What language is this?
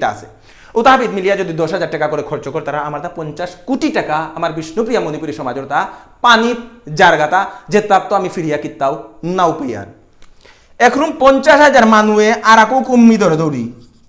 Bishnupriya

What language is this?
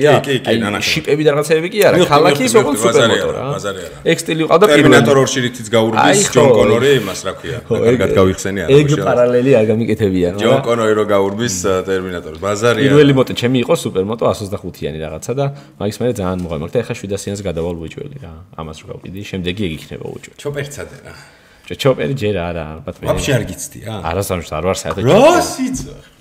Georgian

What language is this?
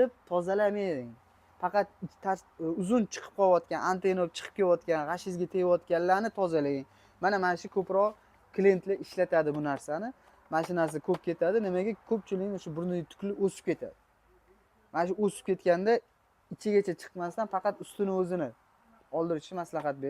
Uzbek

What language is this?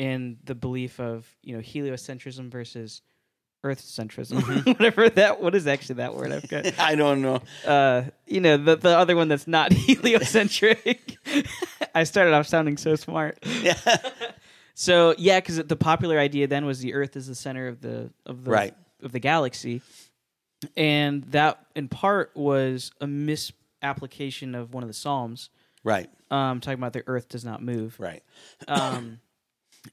English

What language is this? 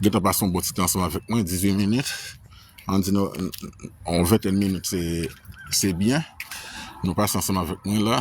Haitian Creole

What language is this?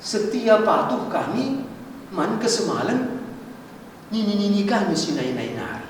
Batak Karo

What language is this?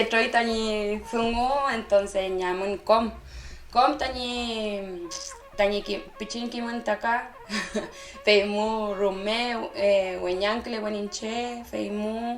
Mapuche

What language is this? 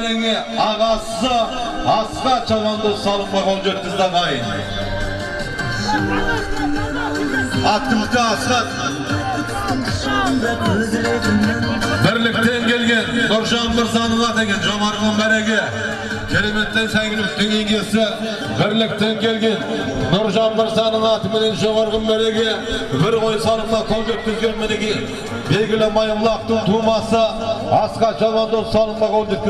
Kazakh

